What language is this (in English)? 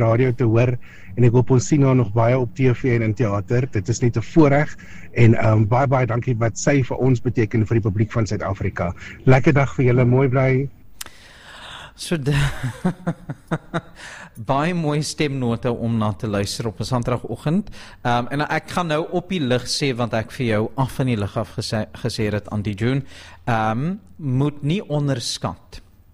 Afrikaans